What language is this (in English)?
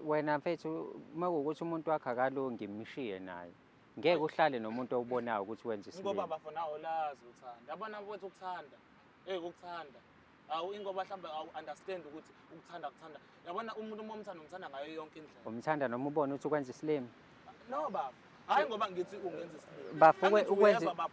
Zulu